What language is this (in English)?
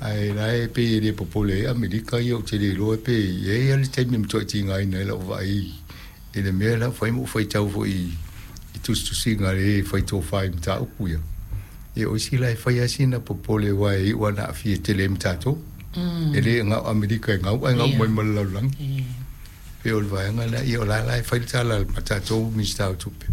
Samoan